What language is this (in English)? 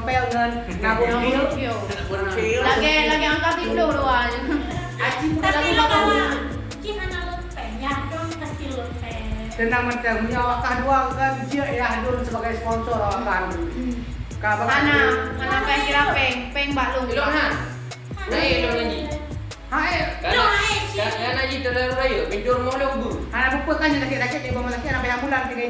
Achinese